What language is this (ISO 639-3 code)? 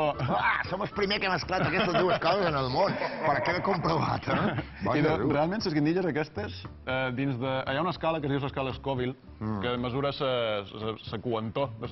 cat